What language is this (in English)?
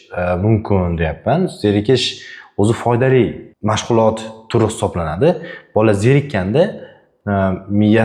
Uzbek